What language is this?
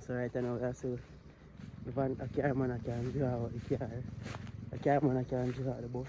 Jamaican Creole English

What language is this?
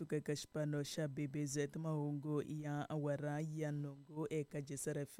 Tsonga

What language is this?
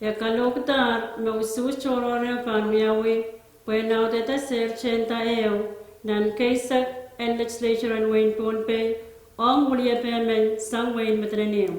Pohnpeian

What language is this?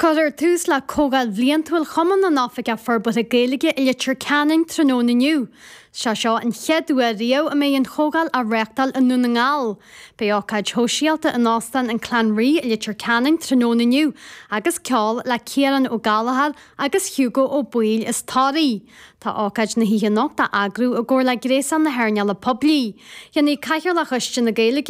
Irish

